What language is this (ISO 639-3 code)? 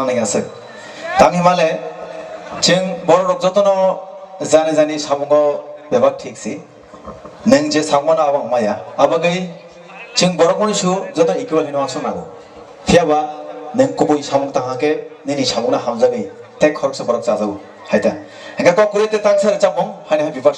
trp